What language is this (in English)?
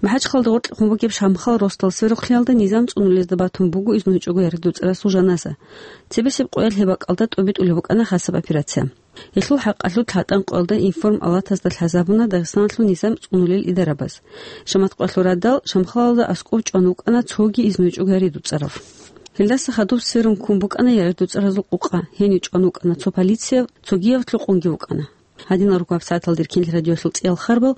Avaric